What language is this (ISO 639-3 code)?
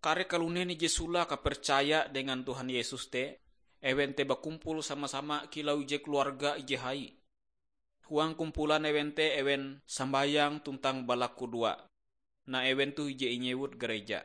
nij